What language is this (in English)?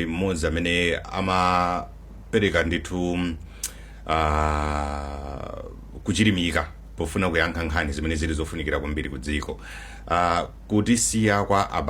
Nyanja